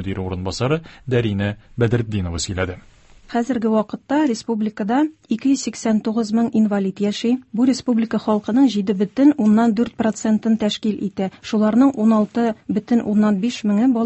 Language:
Tatar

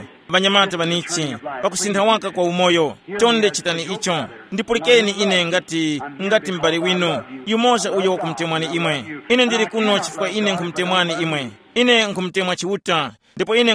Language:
Tumbuka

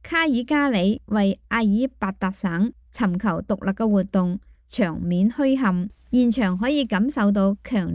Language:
Cantonese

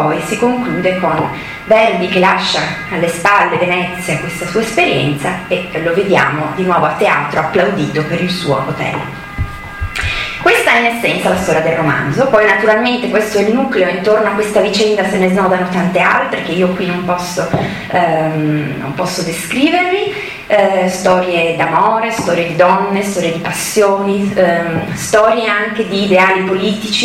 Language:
Italian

